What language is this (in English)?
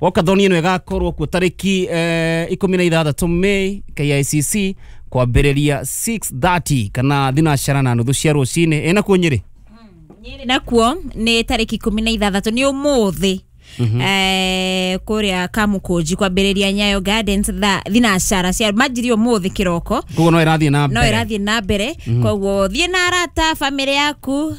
Kikuyu